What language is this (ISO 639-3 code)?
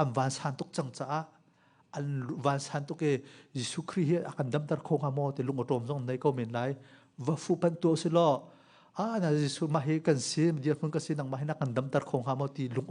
cnh